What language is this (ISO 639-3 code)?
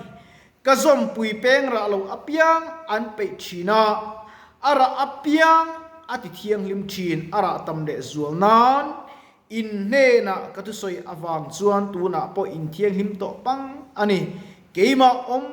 lus